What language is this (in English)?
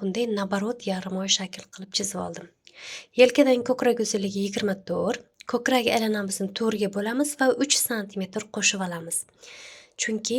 Uzbek